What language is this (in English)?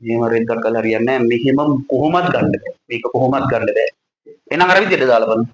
Sinhala